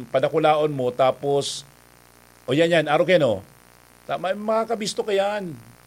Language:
Bikol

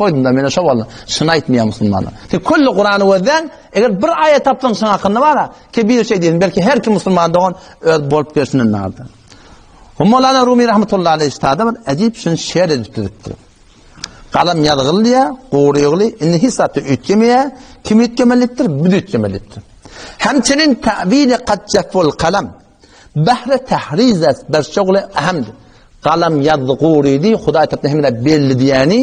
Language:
Turkmen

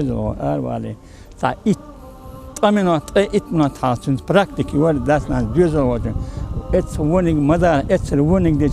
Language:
Chechen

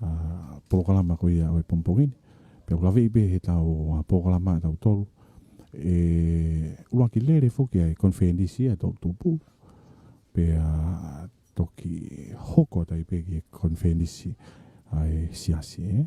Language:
Tongan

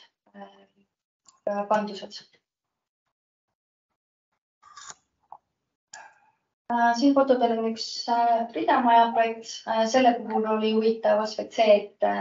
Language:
Estonian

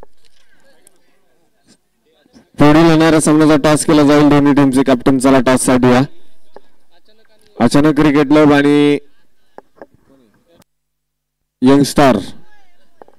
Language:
Marathi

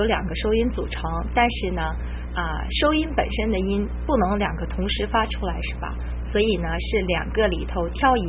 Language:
Chinese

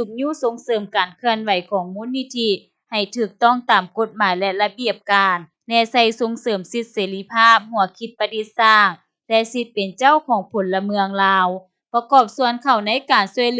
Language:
Lao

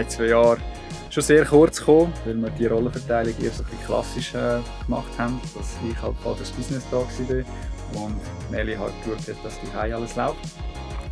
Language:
Swiss German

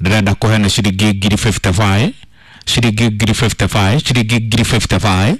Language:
Kikuyu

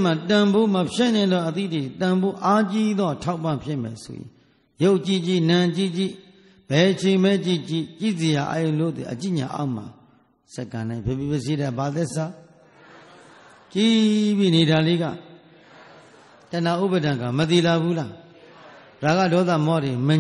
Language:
Burmese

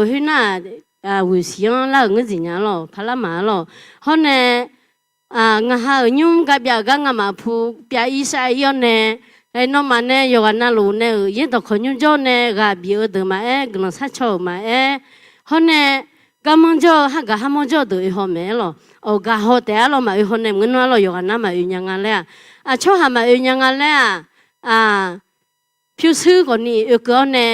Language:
Akha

